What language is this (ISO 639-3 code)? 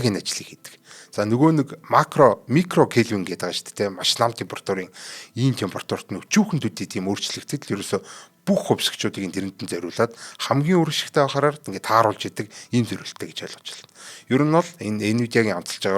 mon